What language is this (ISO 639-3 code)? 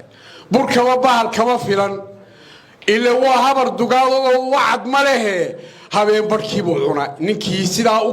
som